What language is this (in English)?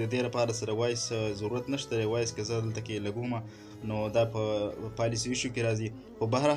Pashto